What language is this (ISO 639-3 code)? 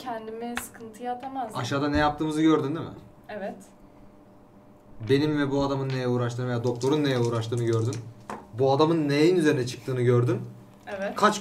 tur